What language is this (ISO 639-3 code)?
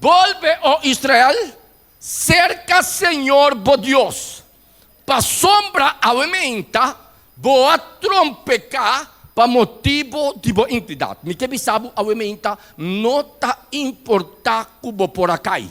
pap